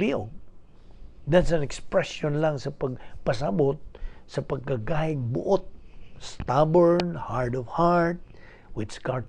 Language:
Cebuano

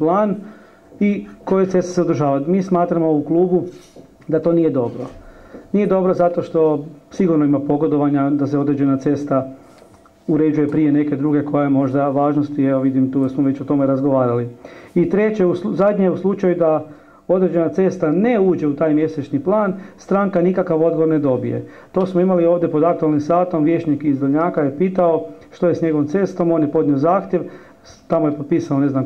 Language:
Croatian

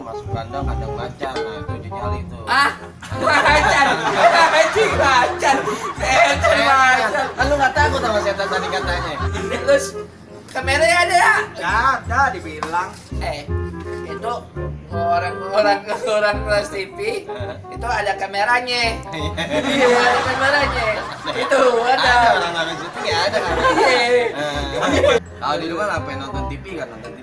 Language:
Betawi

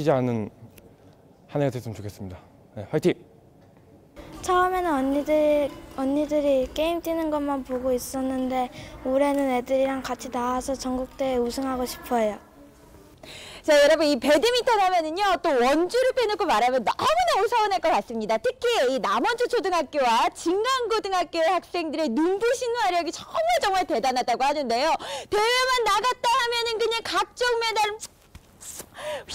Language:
Korean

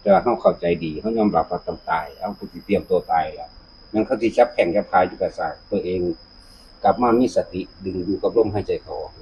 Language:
Northeastern Thai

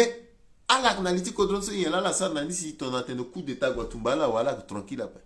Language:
Sango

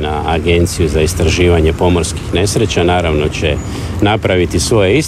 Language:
Croatian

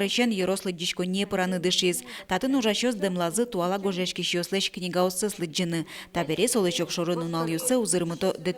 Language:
Udmurt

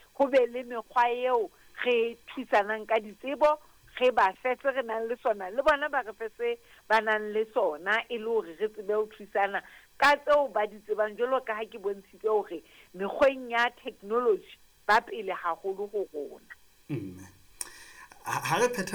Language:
Southern Sotho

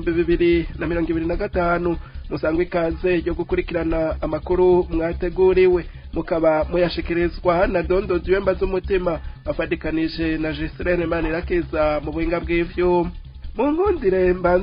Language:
Rundi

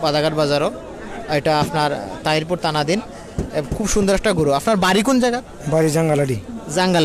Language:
Sylheti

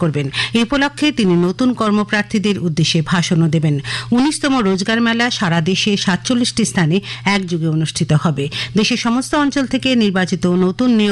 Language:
Bangla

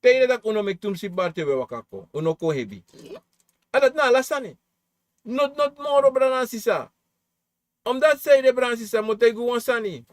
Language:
Sranan Tongo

